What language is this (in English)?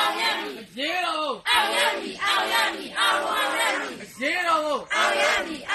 Burmese